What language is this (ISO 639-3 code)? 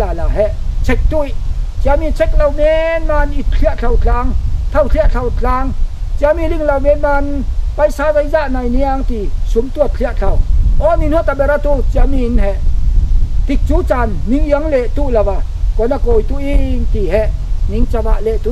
cfm